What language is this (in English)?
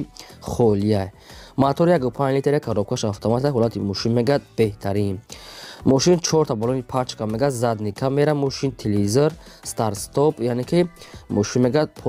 Tajik